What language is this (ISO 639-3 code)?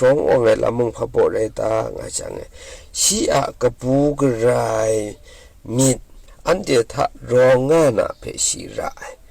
kac